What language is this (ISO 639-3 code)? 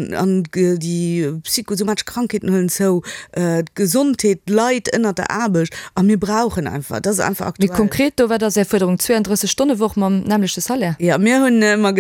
ltz